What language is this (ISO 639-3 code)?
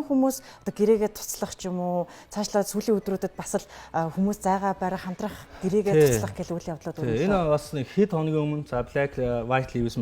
mon